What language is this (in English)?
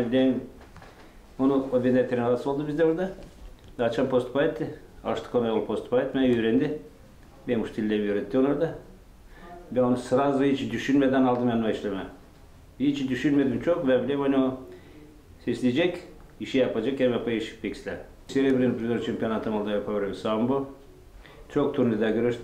Gagauz